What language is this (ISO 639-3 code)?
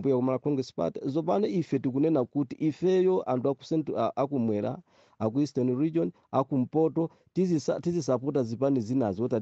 nya